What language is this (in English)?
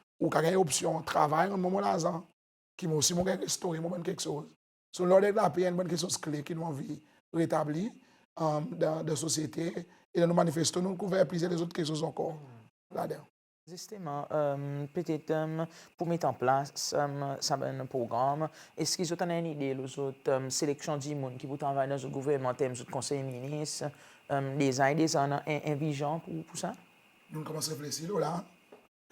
Seselwa Creole French